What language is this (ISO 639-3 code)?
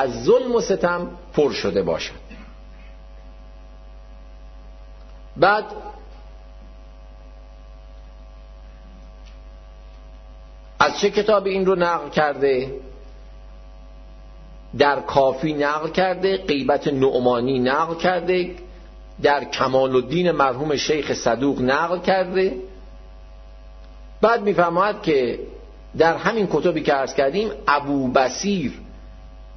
fas